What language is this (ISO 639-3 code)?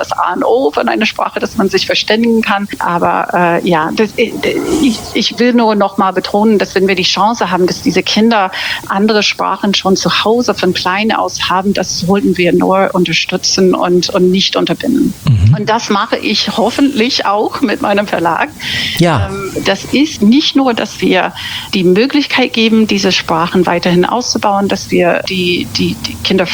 deu